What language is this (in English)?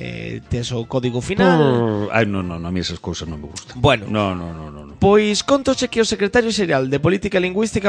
Galician